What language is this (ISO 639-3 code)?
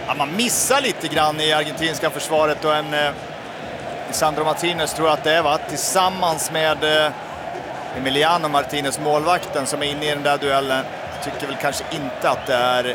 swe